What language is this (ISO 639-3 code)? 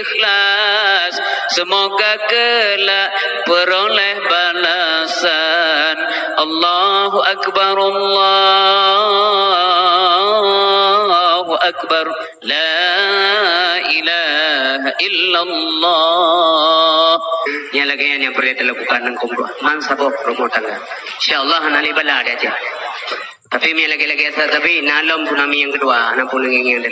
ace